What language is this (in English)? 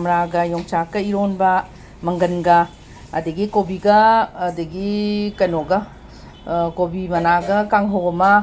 Manipuri